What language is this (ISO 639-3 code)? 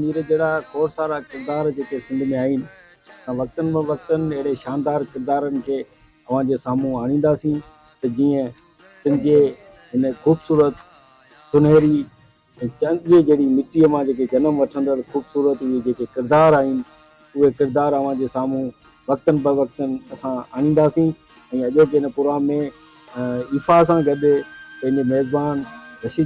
snd